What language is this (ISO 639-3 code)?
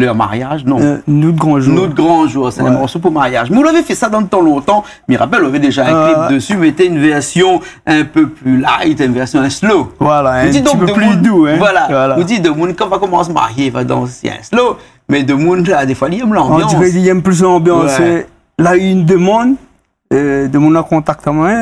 rcf